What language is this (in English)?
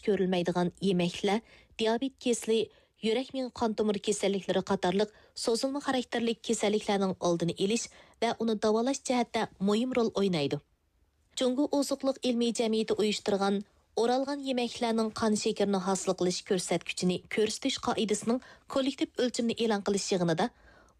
Uyghur